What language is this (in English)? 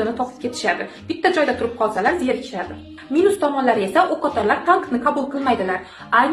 Uzbek